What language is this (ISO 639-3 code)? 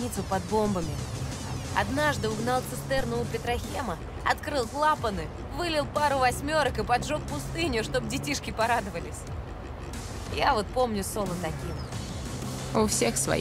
rus